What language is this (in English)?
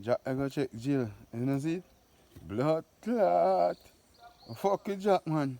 Jamaican Creole English